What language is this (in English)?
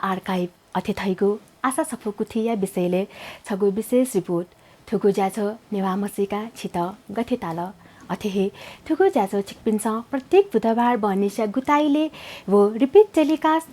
Newari